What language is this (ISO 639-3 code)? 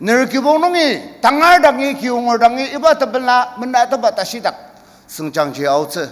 njo